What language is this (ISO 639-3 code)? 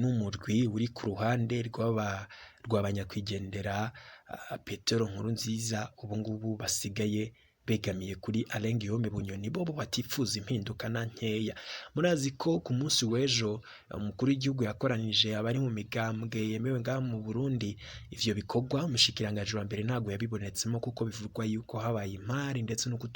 run